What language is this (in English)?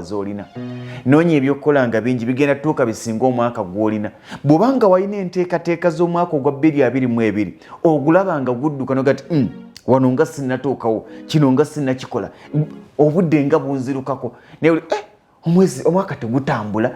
Ganda